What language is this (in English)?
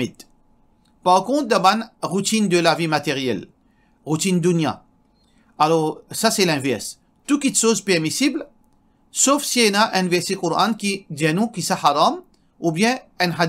Morisyen